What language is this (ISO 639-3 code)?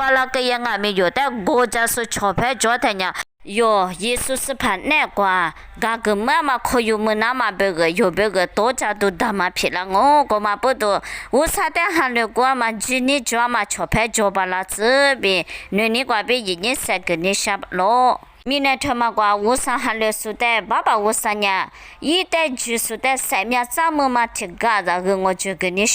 lis